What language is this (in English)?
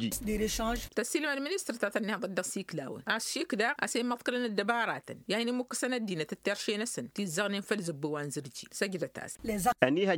Tamasheq